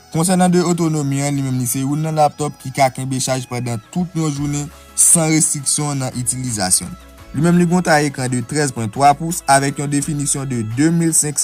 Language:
Haitian Creole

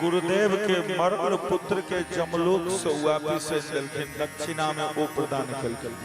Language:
Maithili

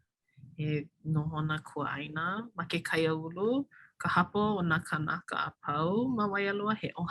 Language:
Hawaiian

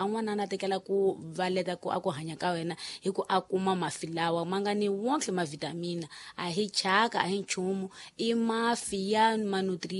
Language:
Tsonga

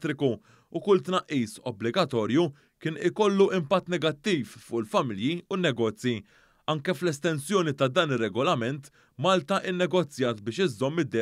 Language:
Maltese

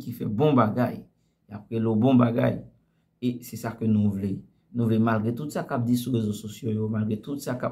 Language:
Haitian Creole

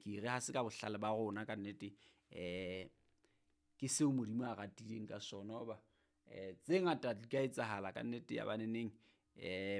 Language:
Southern Sotho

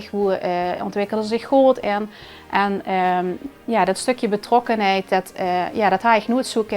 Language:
Limburgish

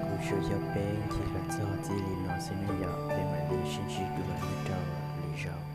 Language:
Hmong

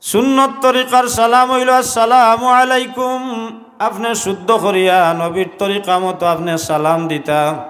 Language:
Sylheti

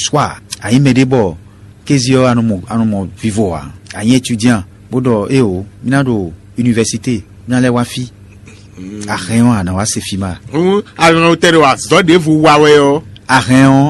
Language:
Fon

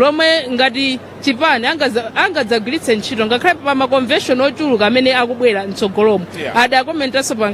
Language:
Nyanja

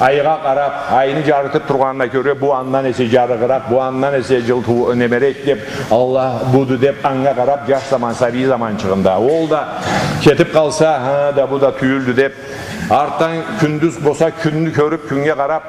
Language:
Karachay-Balkar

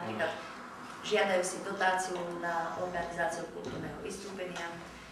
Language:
Slovak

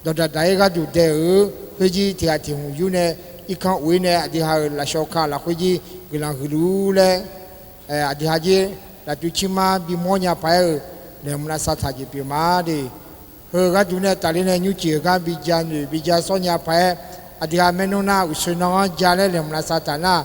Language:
Akha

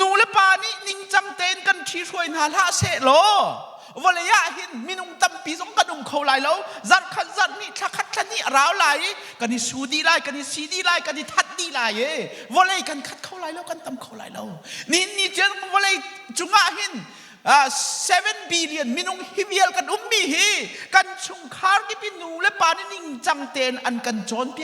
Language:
Hakha Chin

